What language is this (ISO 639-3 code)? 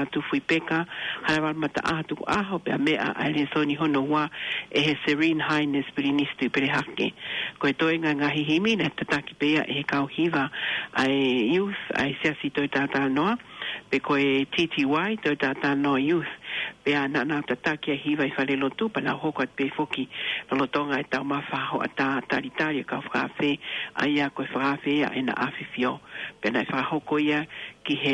ton